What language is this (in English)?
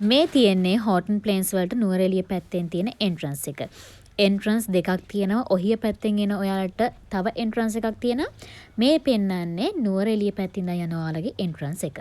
Sinhala